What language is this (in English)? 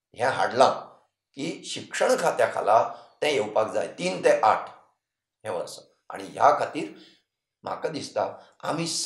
Konkani